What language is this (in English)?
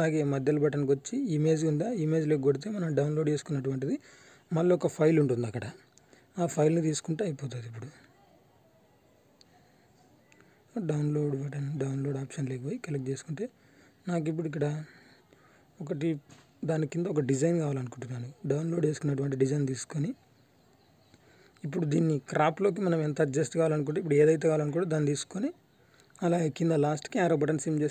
Telugu